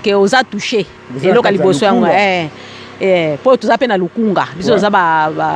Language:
Lingala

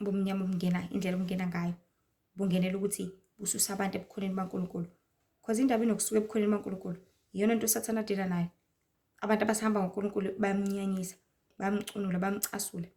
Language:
Zulu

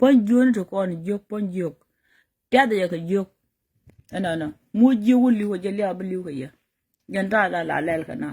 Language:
Nuer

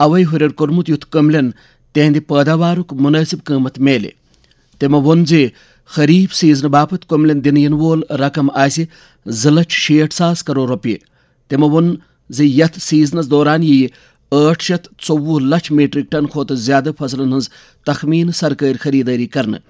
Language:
Kashmiri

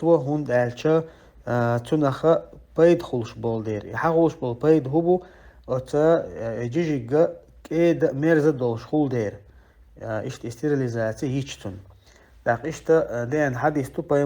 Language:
Chechen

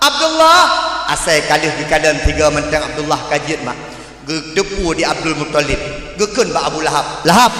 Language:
Achinese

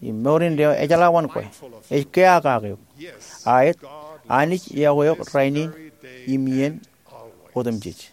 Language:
Marshallese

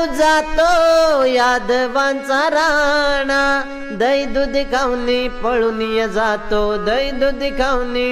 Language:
Marathi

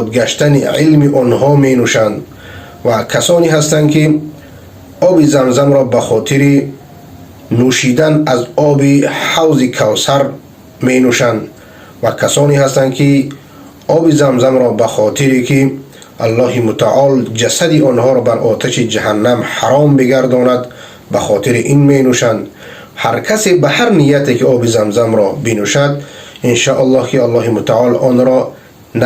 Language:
Persian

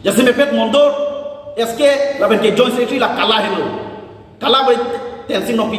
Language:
Karbi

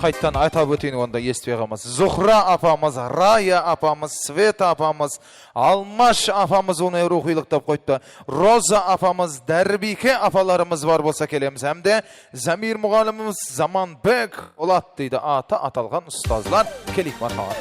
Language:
Kara-Kalpak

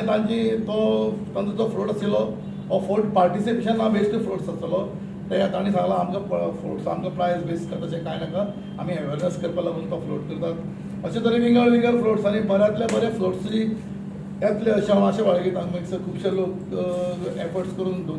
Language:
Konkani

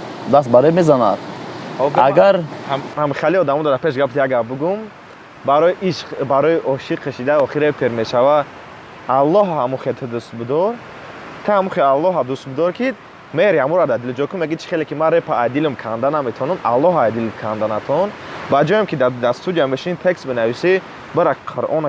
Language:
Tajik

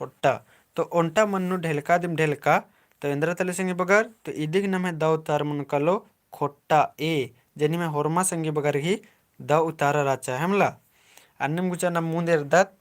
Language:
Kurukh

